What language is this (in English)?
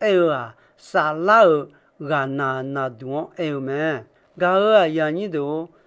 Akha